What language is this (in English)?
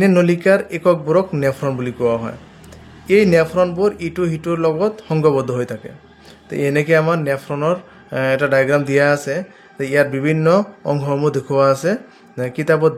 Assamese